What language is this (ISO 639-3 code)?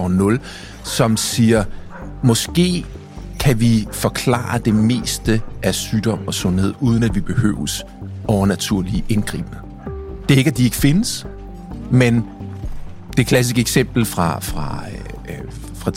dan